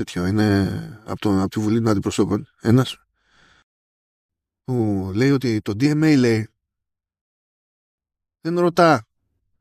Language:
Greek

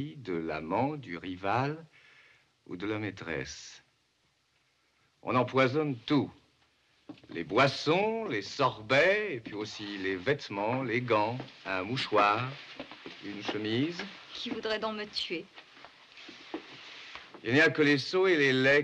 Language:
French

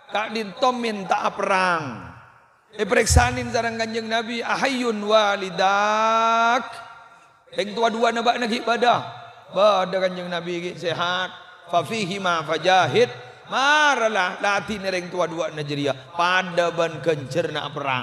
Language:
Madurese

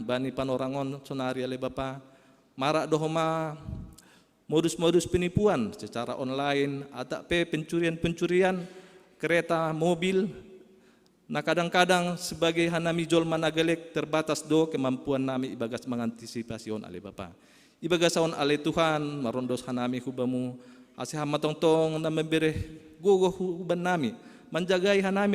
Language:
Batak Simalungun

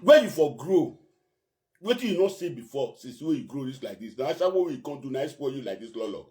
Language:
Nigerian Pidgin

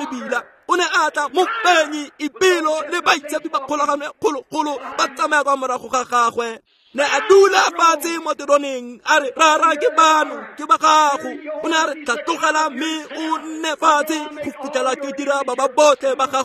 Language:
Tswana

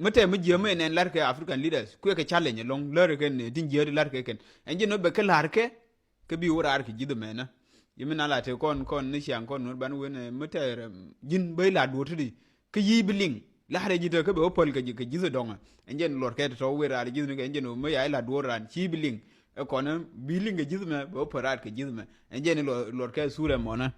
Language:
Nuer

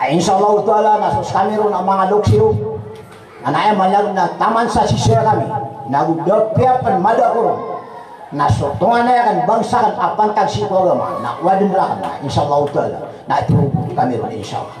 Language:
Maranao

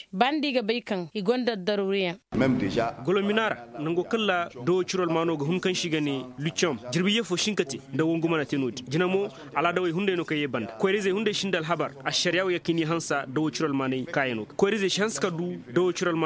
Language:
Koyraboro Senni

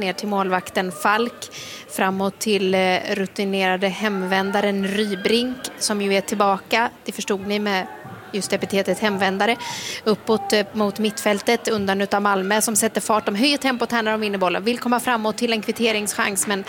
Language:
Swedish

